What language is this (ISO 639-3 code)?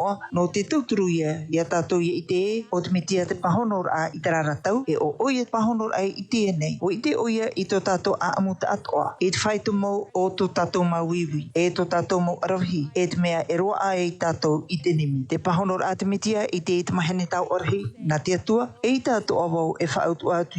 tah